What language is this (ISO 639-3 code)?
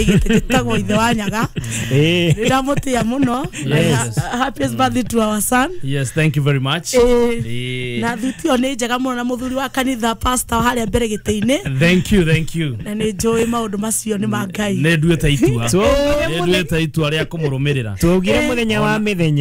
kik